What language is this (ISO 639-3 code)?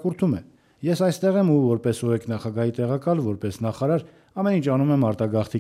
hye